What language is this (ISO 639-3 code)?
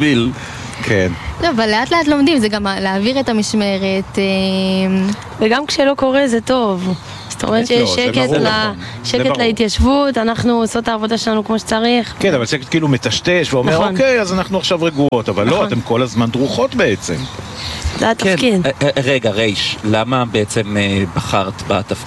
heb